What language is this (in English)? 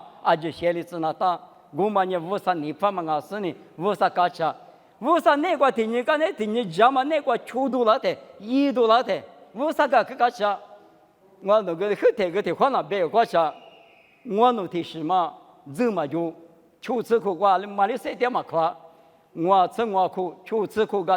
Lisu